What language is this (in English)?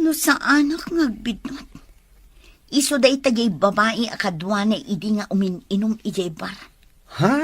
Iloko